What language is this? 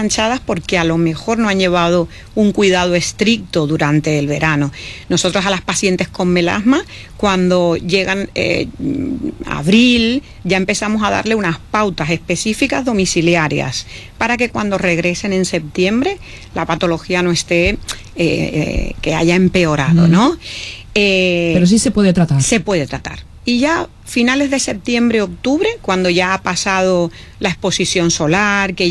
Spanish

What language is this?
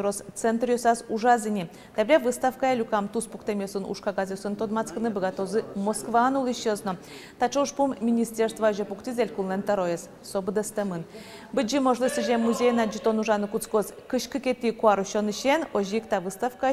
Udmurt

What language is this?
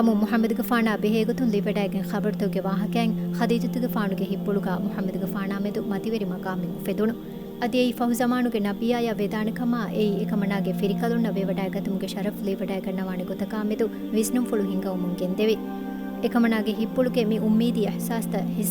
Divehi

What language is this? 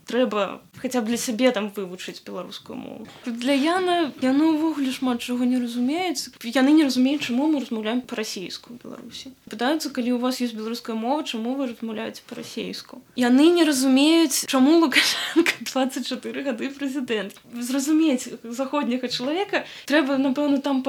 Belarusian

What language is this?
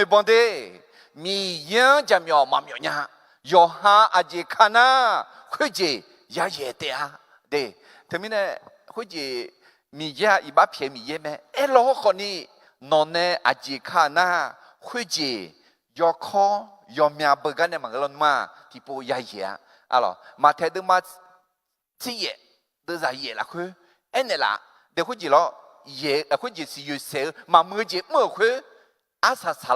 Akha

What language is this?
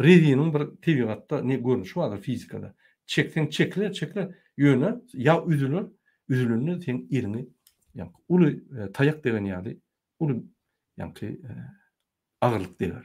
Turkmen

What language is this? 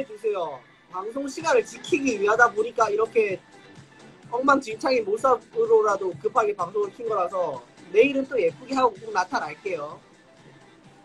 Korean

